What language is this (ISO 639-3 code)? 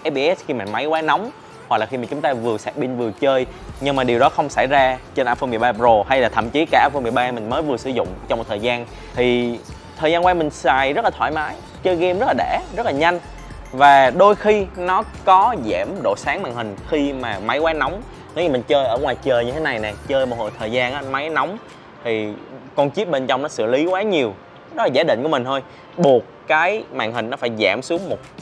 vie